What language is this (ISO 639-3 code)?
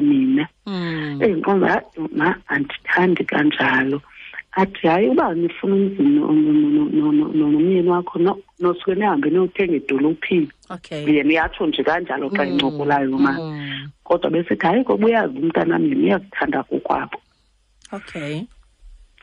xho